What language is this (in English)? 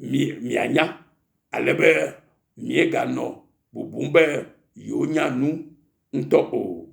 Ewe